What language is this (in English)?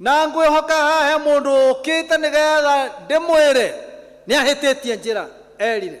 Kikuyu